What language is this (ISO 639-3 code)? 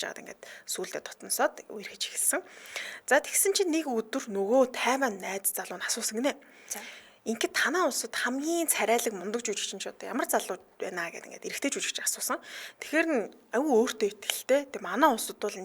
mon